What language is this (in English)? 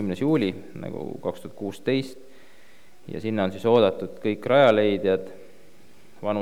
Estonian